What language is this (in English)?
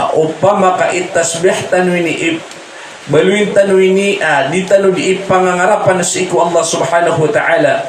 Maranao